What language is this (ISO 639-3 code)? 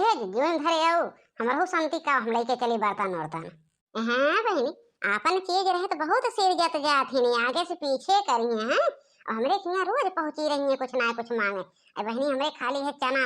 awa